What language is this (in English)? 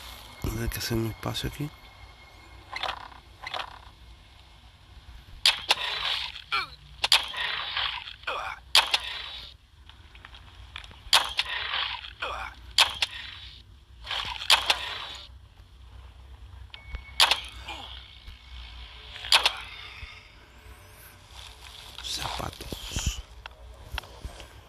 Spanish